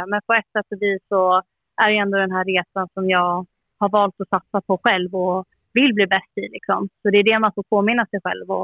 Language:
Swedish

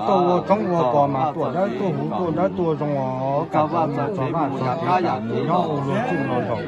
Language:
Hmong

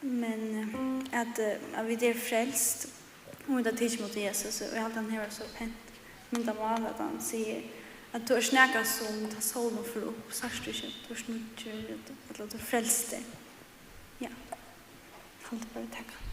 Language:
Faroese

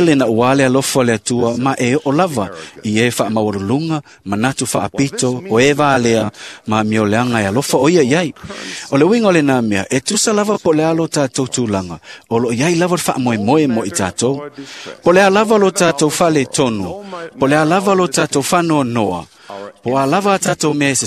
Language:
Samoan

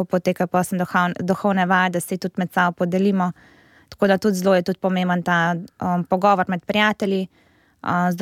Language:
Slovenian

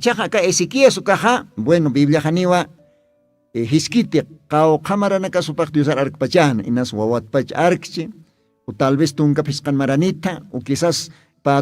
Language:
Aymara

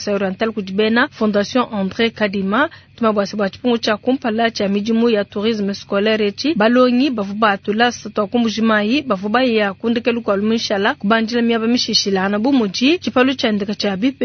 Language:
Luba-Lulua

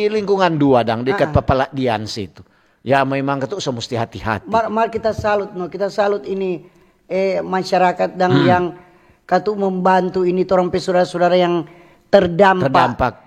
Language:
Manado Malay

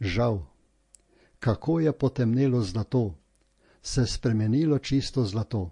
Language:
Slovenian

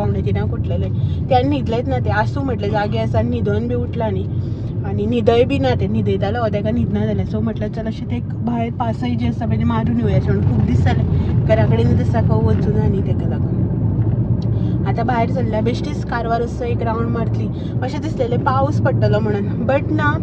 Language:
Konkani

